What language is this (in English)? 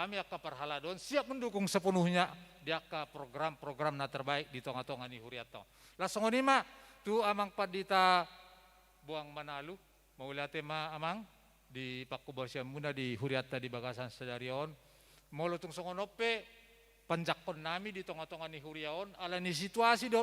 Batak Toba